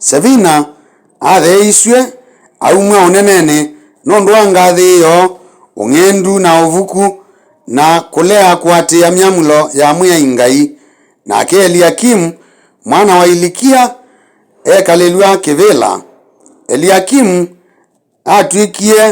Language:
Kamba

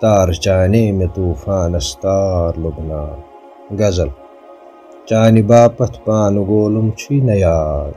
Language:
Kashmiri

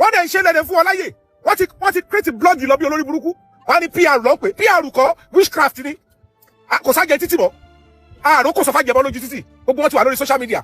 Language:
Yoruba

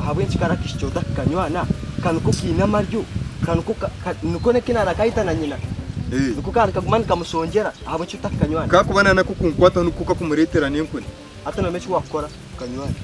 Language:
Nyankole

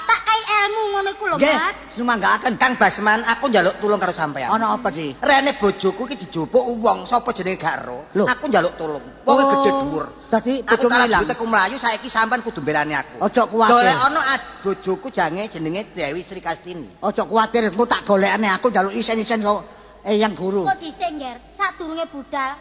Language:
Javanese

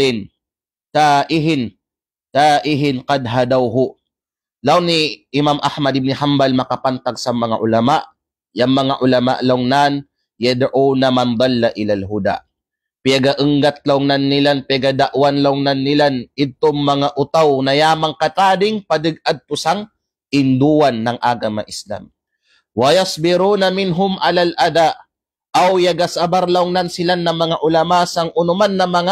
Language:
Kalagan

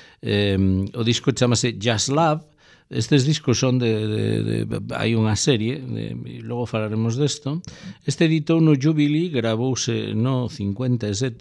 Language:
Galician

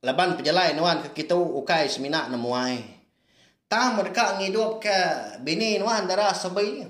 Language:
Iban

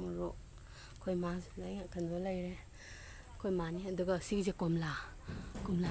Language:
Manipuri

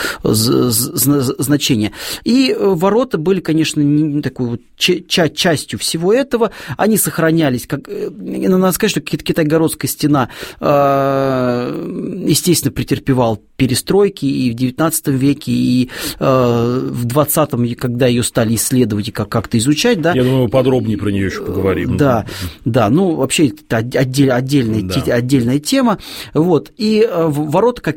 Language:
Russian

